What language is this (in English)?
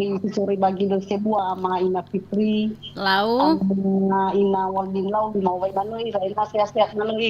Nias